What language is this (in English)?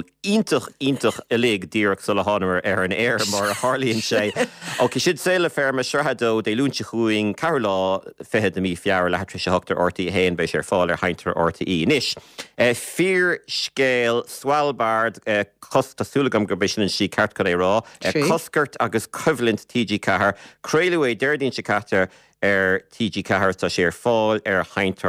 Irish